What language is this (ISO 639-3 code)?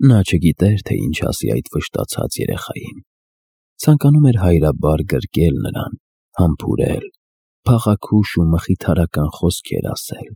hye